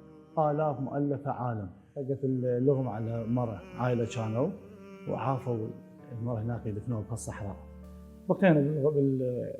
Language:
Mesopotamian Arabic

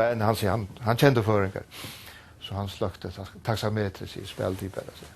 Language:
Faroese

